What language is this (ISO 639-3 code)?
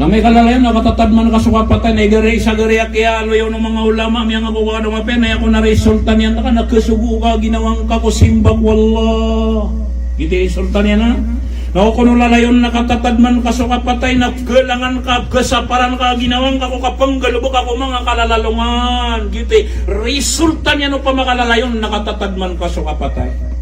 mrw